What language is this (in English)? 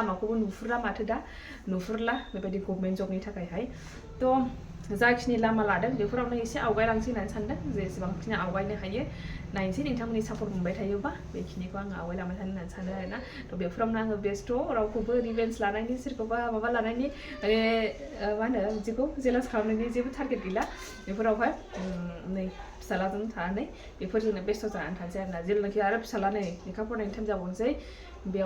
Bodo